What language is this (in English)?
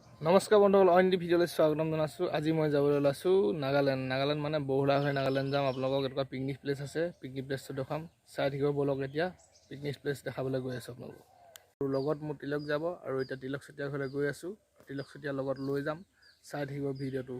Assamese